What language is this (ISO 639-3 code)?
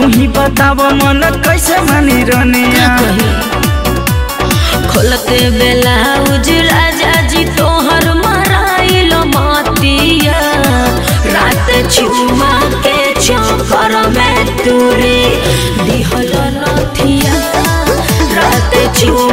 bho